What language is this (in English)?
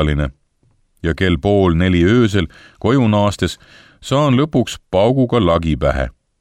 Estonian